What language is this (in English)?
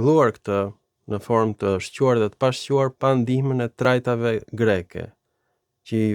Albanian